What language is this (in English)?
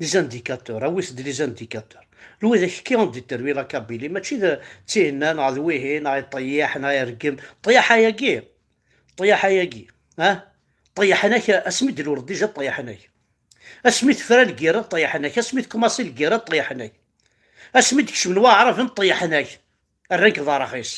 Kabyle